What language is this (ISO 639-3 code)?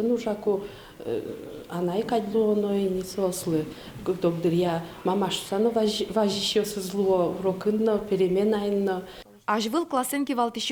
udm